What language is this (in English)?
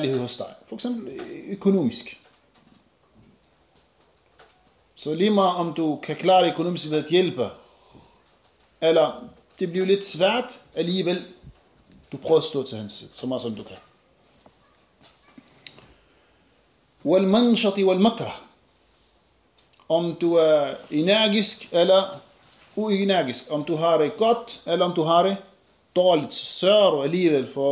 Danish